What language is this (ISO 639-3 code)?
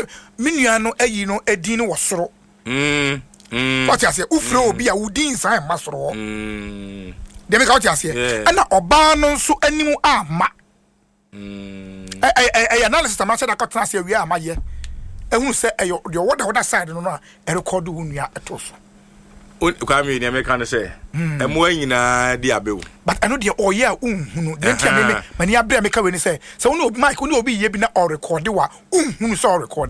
aka